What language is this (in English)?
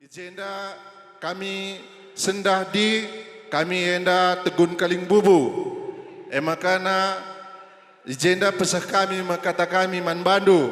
Batak Karo